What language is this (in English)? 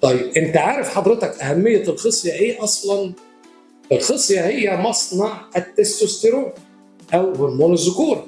Egyptian Arabic